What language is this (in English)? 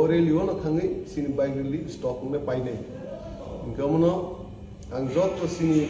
Kok Borok